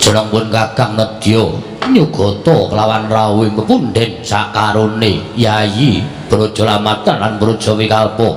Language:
Javanese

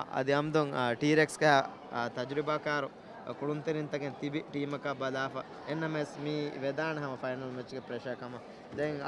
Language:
Divehi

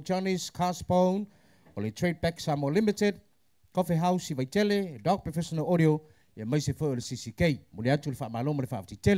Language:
Samoan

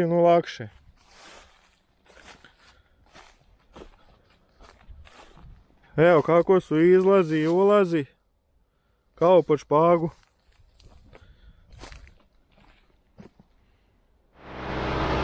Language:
Croatian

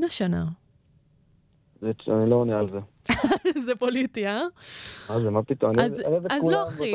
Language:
Hebrew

